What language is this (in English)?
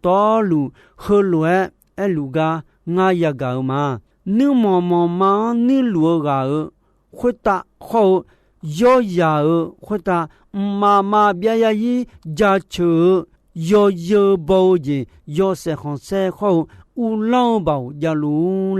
Akha